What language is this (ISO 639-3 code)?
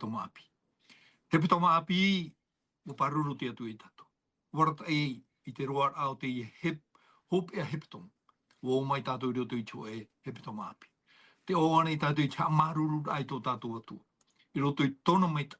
tah